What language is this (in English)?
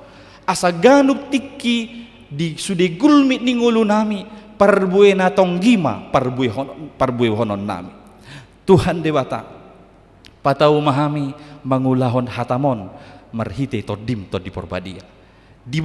Batak Toba